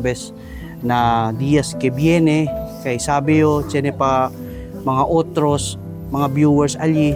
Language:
Chavacano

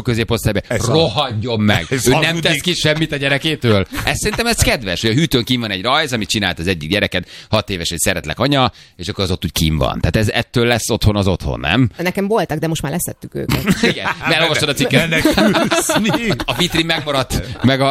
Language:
Hungarian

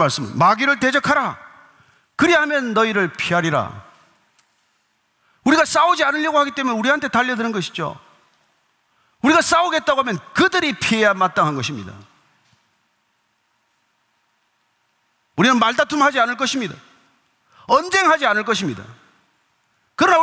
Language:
Korean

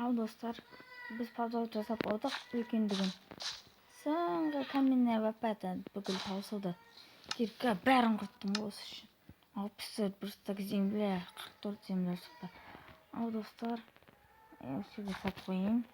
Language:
Kazakh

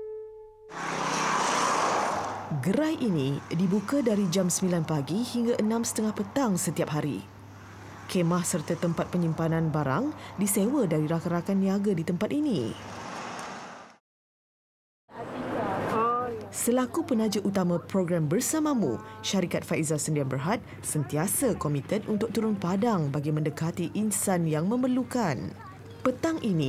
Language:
Malay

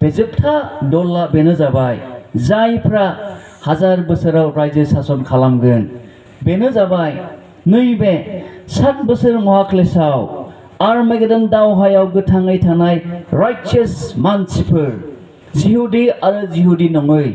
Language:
Bodo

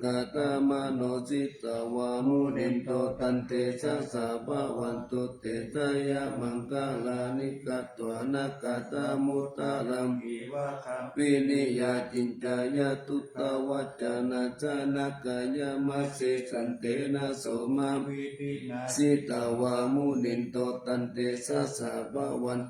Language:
Pali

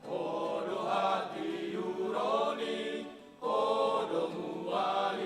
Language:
Batak Toba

